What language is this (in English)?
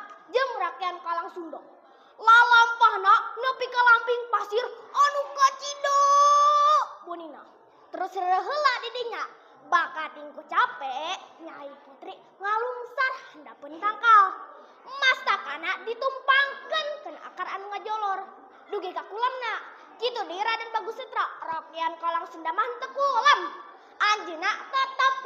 Sundanese